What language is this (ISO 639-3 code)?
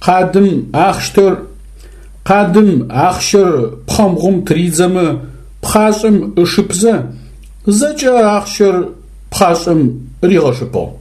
ady